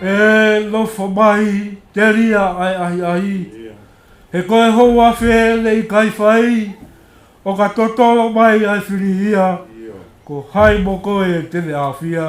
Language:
Tongan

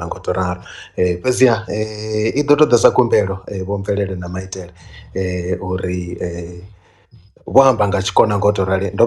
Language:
Venda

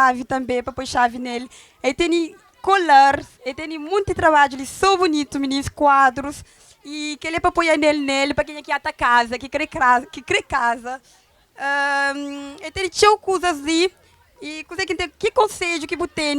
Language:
Kabuverdianu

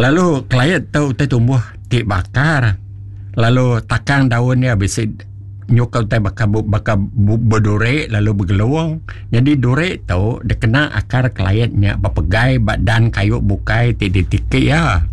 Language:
Iban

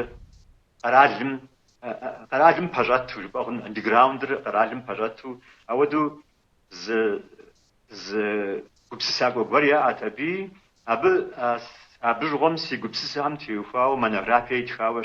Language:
Kabardian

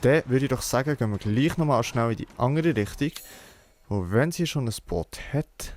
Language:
Swiss German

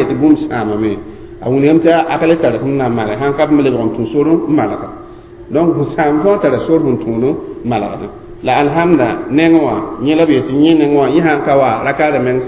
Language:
Mossi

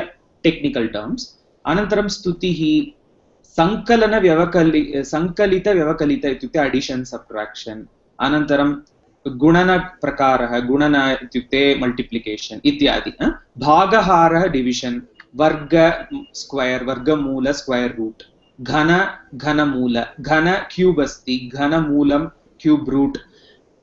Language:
Sanskrit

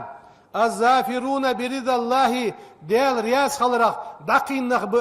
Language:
Ingush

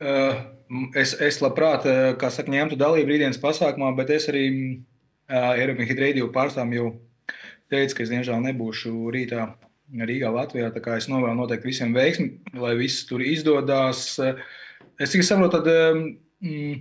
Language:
Latvian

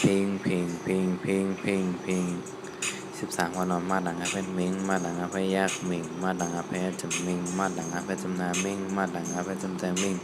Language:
Shan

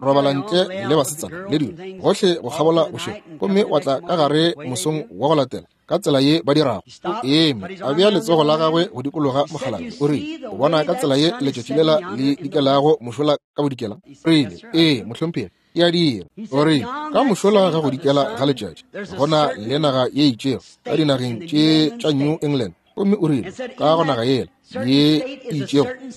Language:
Northern Sotho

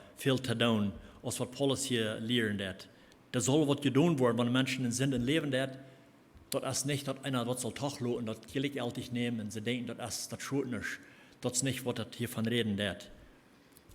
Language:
Plautdietsch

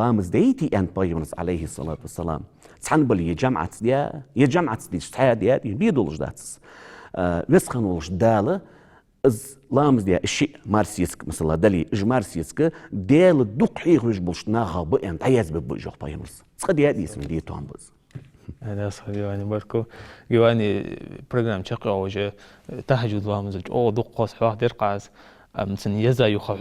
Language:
Ingush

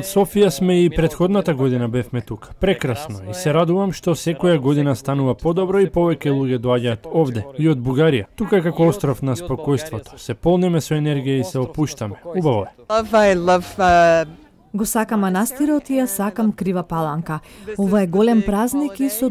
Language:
Macedonian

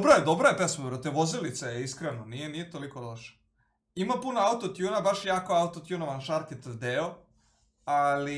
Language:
Serbian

